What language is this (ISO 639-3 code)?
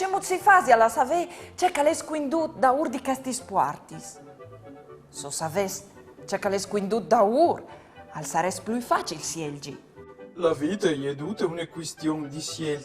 fur